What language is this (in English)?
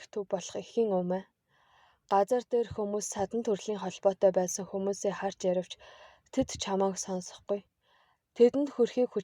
Mongolian